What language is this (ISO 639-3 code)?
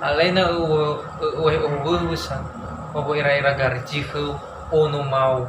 nia